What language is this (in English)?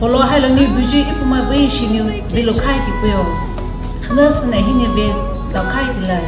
Poumei Naga